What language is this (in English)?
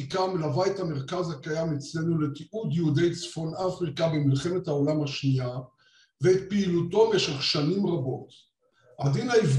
Hebrew